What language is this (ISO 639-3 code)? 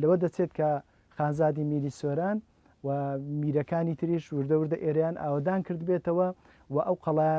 ckb